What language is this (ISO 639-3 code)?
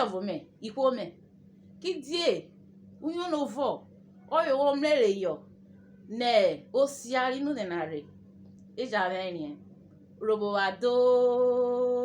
urh